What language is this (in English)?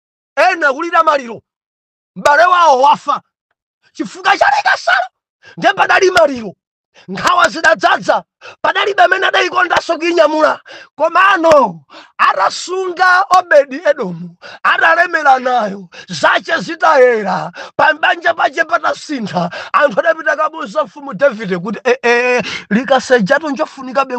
Nyanja